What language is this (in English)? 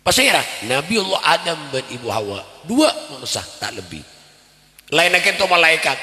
Madurese